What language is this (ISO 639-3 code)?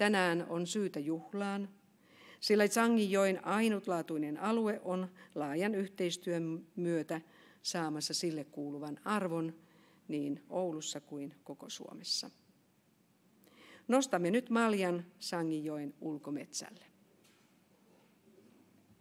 fin